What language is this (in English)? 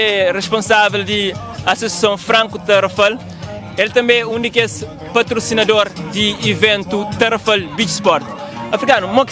Kabuverdianu